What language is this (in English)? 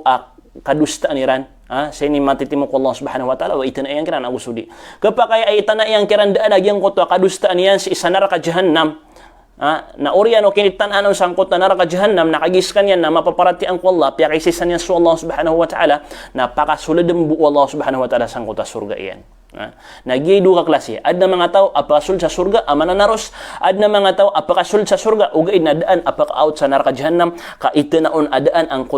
Maranao